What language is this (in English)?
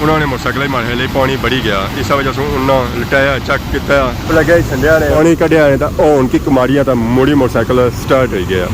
Pahari-Potwari